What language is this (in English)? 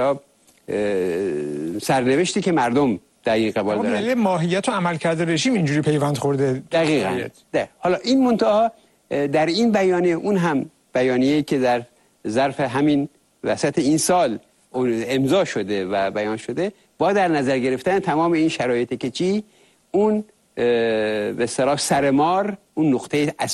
Persian